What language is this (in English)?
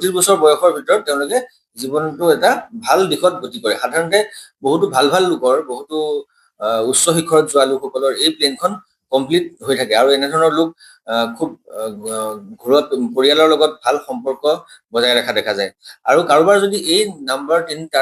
Assamese